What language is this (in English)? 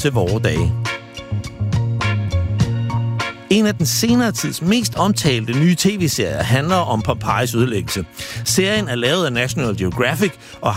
Danish